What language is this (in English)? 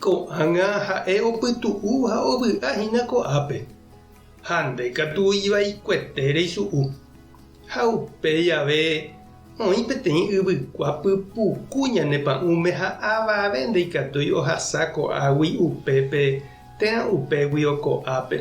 Guarani